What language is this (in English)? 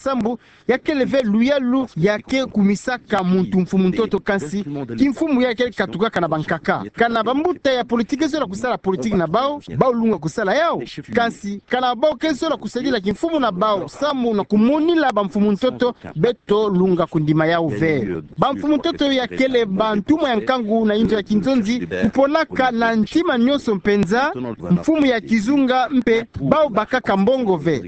Kituba (Democratic Republic of Congo)